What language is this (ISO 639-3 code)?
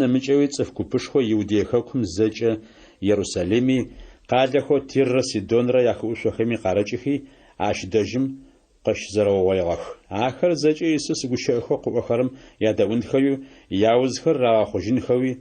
ady